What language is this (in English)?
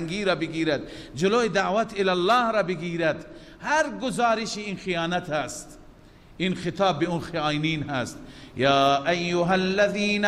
Persian